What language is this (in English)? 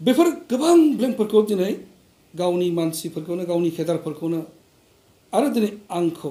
Bodo